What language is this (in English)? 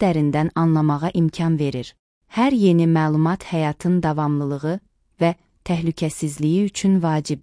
Azerbaijani